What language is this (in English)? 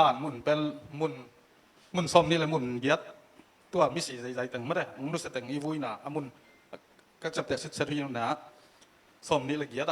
Tedim Chin